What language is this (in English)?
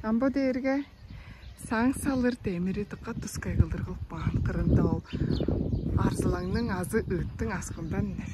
Tuvinian